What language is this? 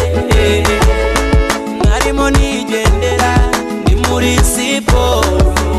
Kinyarwanda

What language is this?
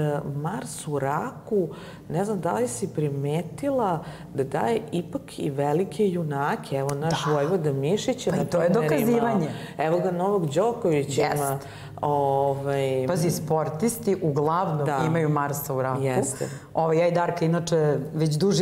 Serbian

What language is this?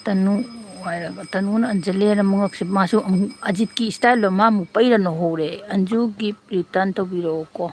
Manipuri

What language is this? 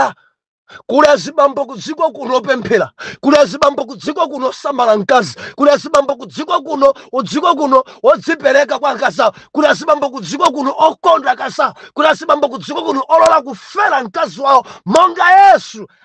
Nyanja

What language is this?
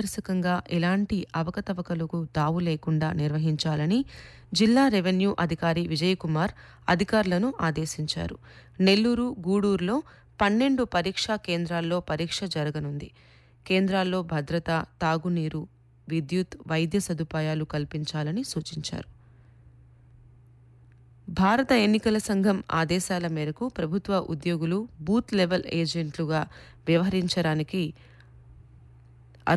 Telugu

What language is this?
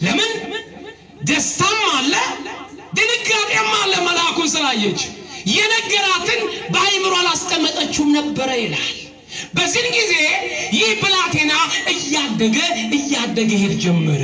Amharic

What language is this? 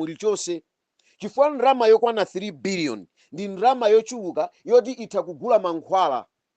Nyanja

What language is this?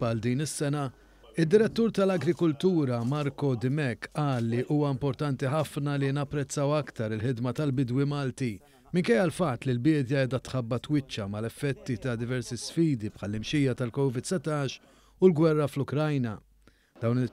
Maltese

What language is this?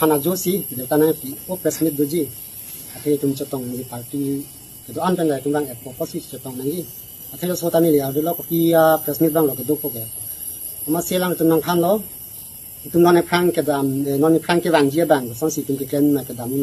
Karbi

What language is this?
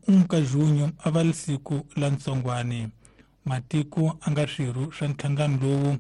Tsonga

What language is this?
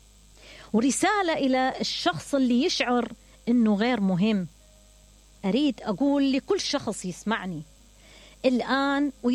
Mesopotamian Arabic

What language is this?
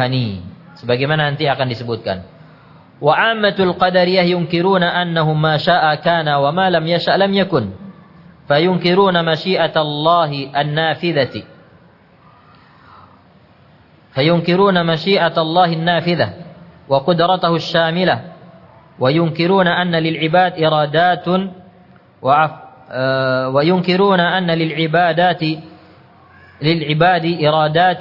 Indonesian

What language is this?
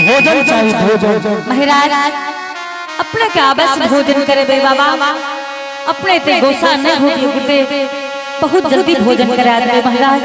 Angika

